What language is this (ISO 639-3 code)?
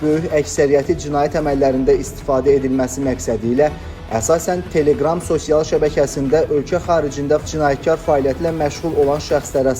aze